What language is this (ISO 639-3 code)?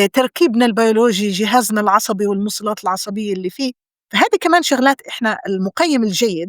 apc